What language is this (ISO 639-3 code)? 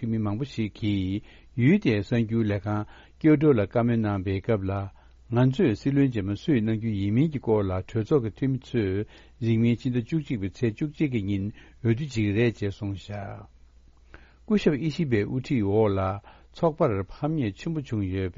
bod